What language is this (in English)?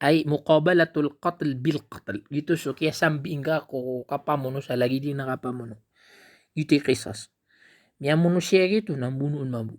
Maranao